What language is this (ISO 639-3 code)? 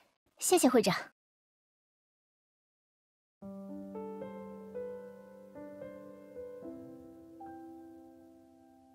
zho